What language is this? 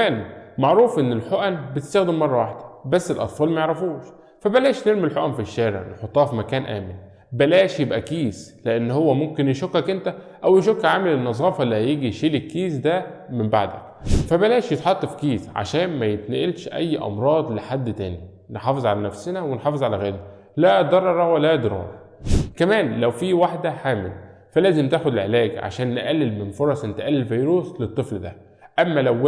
Egyptian Arabic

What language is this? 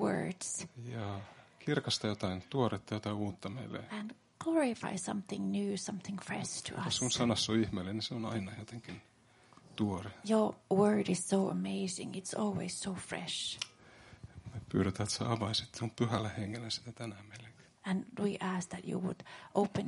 Finnish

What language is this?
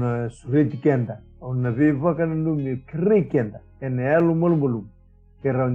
Fijian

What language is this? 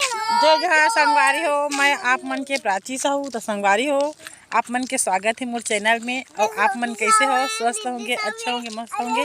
Chhattisgarhi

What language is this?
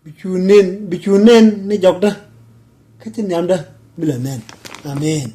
Nuer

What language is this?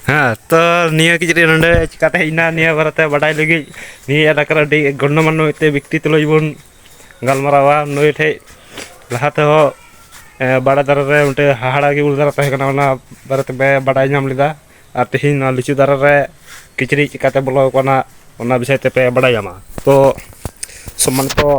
Santali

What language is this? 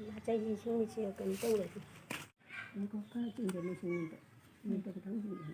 Manipuri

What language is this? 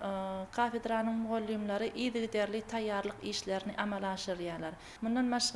Turkmen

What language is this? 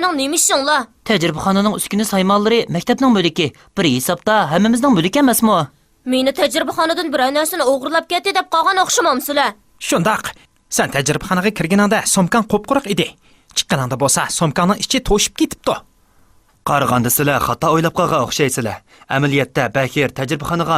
Uyghur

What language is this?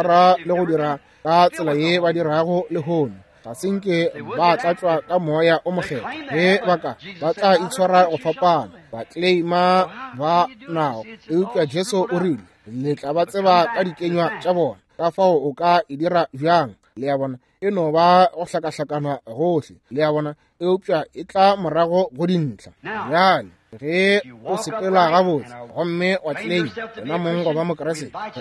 Northern Sotho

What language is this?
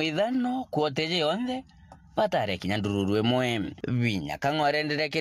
Meru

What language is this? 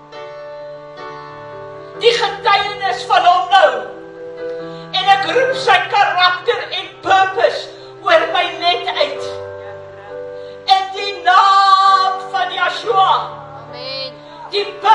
Afrikaans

